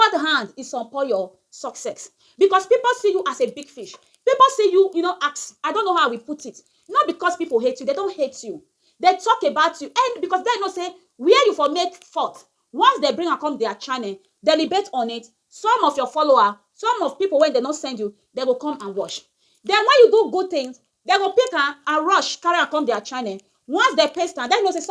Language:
Nigerian Pidgin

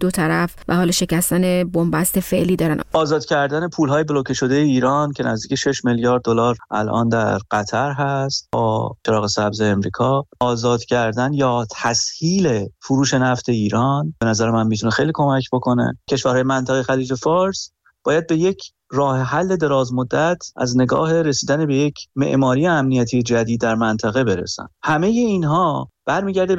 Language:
Persian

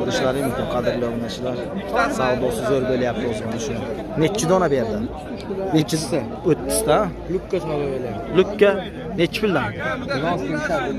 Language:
Uzbek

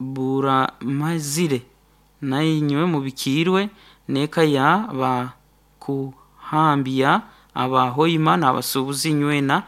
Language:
Nyankole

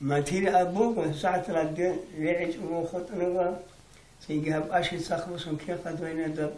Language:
Avaric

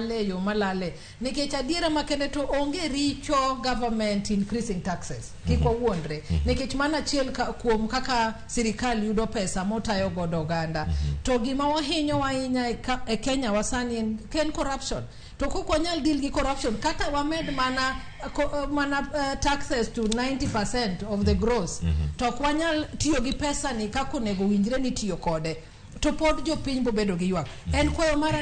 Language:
Luo (Kenya and Tanzania)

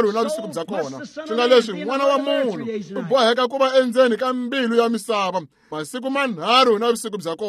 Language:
Tsonga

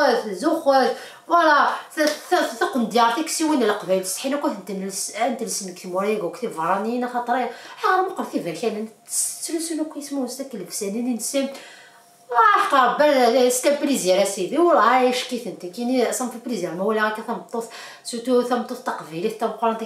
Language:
Kabyle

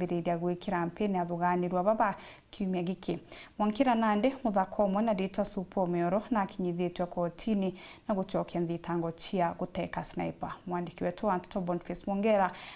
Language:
Meru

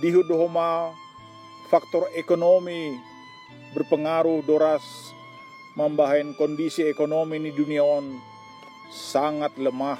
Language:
Batak Simalungun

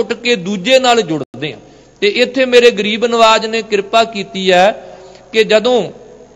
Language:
Punjabi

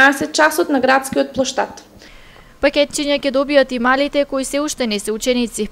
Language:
Macedonian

